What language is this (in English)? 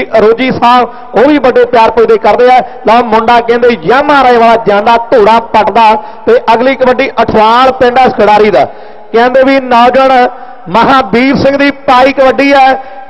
Punjabi